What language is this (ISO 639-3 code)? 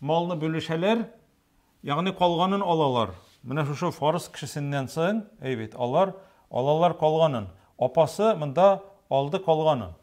tat